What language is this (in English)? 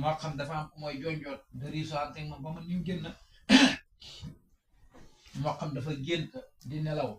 Wolof